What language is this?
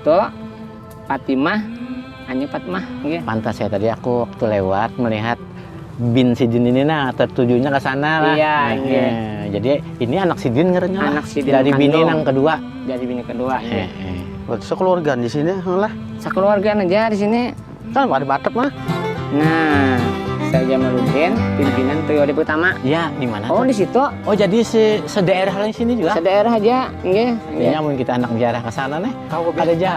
Banjar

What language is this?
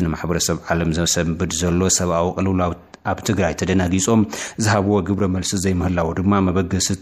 Tigrinya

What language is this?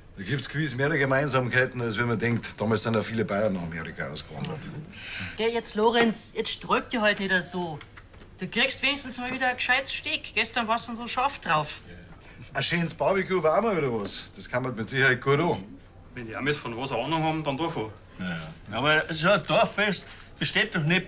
Bavarian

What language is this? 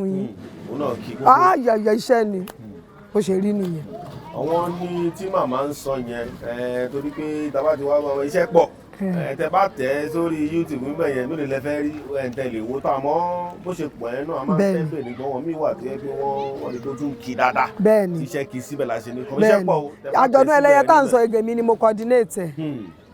Yoruba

